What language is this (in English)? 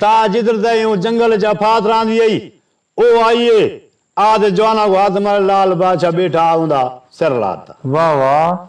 Saraiki